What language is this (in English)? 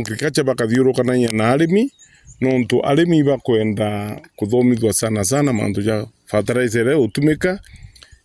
Meru